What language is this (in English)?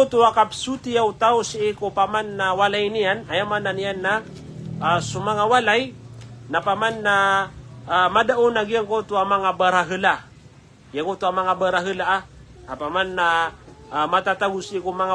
Maranao